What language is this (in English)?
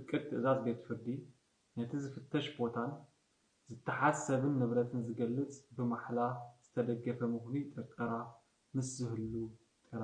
Tigrinya